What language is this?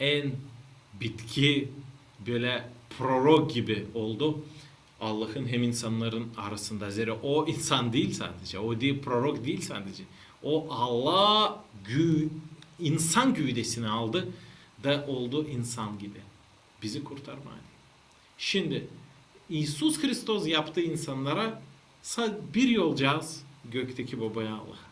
Gagauz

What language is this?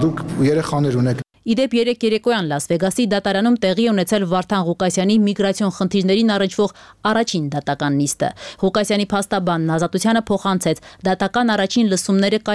Armenian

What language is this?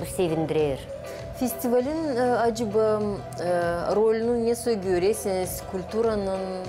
Gagauz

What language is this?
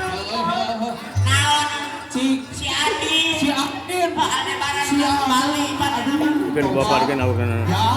Sundanese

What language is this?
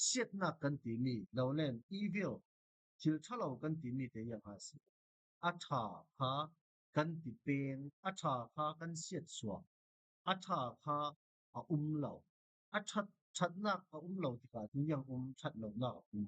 Falam Chin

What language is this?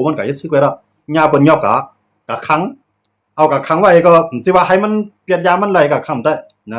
Shan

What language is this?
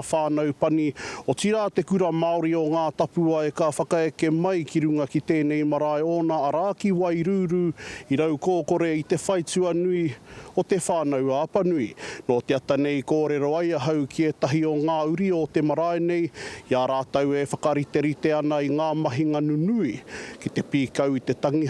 Māori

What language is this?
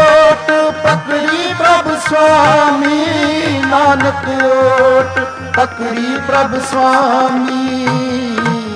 Punjabi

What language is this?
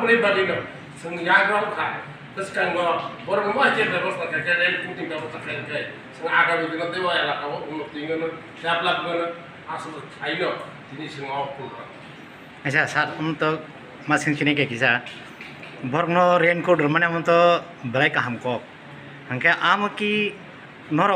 Kok Borok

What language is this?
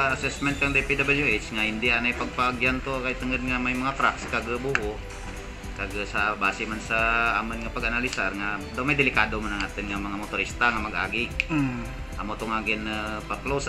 Hiligaynon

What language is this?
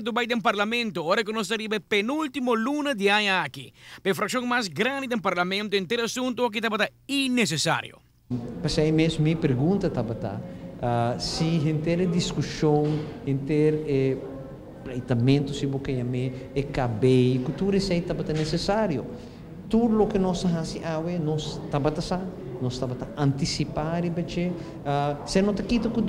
Papiamento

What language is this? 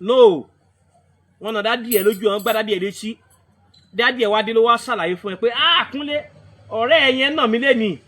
Yoruba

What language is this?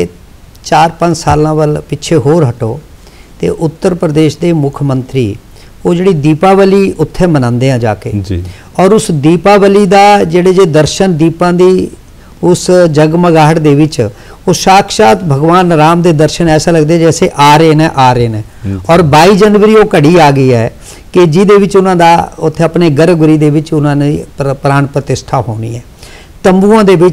Punjabi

